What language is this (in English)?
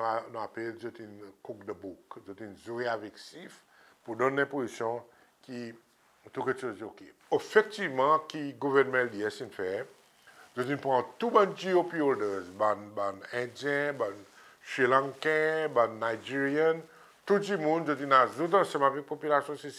Seselwa Creole French